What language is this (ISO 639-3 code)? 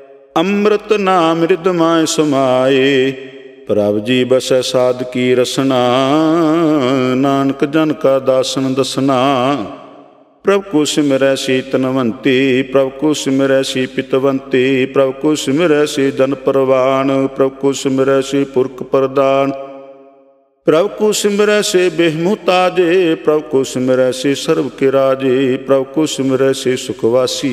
pan